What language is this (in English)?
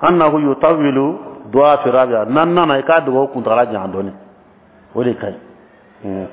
Dyula